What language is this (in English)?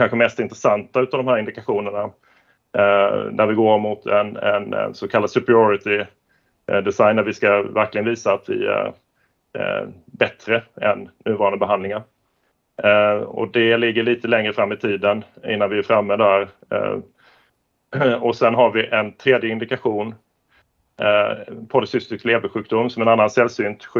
Swedish